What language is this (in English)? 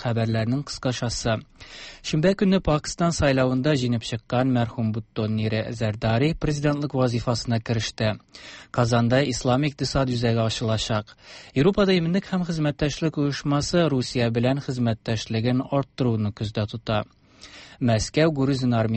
Tatar